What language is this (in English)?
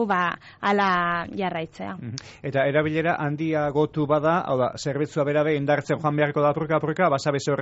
Basque